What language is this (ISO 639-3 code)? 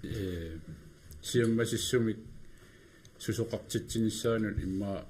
kal